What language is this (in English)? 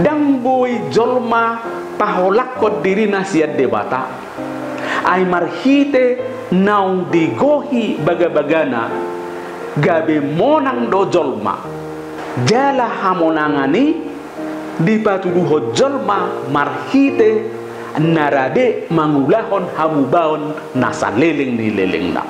Batak Toba